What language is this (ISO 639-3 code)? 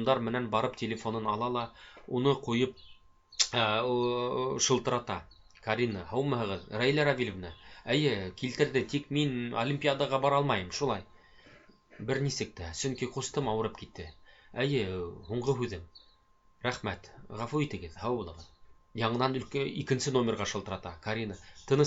bak